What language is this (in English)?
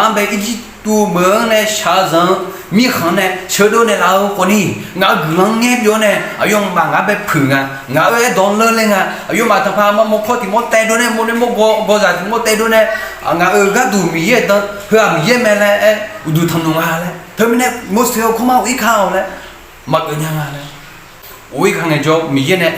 Akha